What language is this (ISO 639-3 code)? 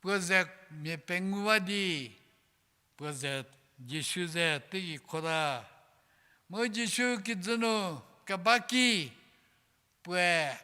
njm